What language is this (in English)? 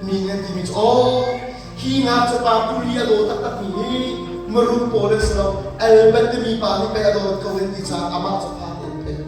Hakha Chin